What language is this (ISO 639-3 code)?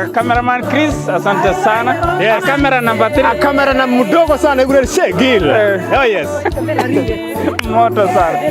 niq